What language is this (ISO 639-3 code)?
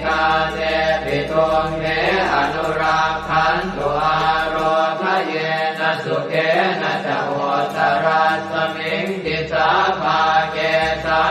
pli